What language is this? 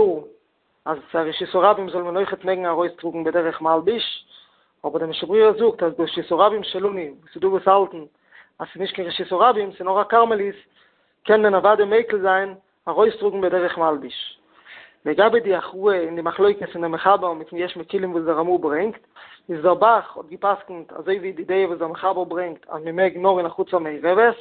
Yiddish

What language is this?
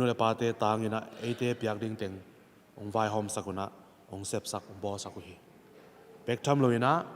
Tedim Chin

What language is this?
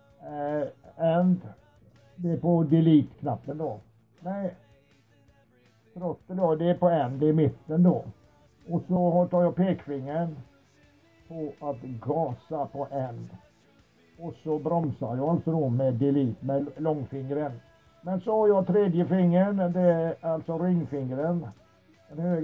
Swedish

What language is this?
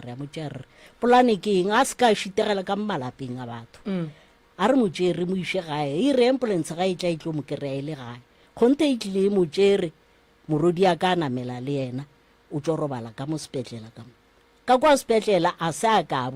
Northern Sotho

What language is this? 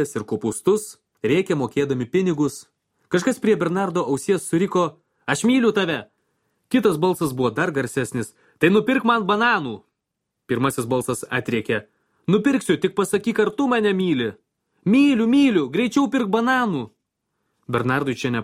Lithuanian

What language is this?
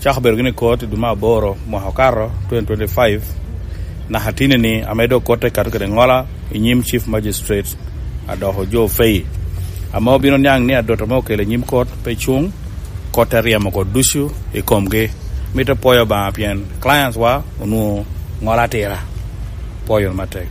Lango (Uganda)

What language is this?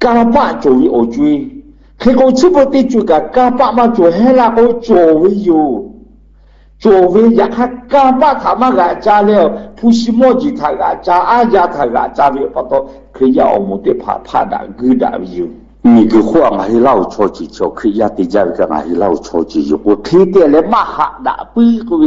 Lahu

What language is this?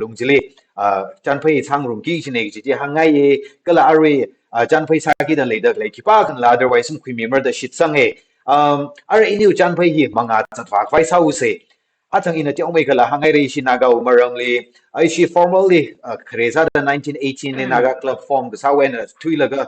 Tangkhul Naga (India)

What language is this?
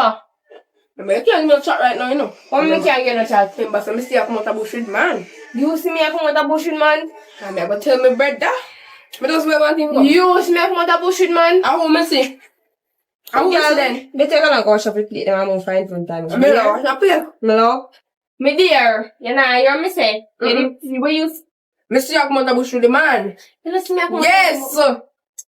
Jamaican Creole English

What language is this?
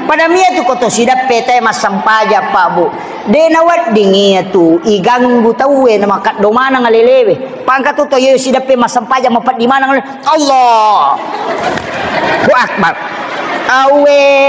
Buginese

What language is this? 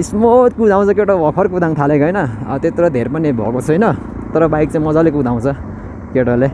Nepali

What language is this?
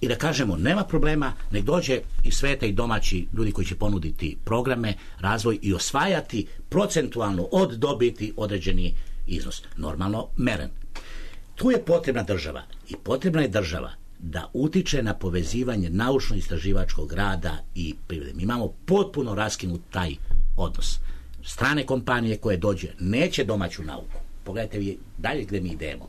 Serbian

